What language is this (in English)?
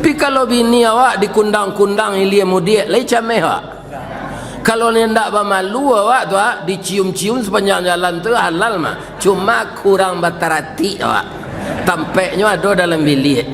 Minangkabau